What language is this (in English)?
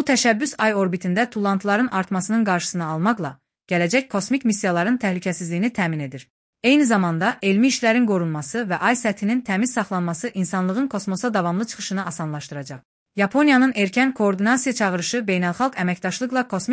Azerbaijani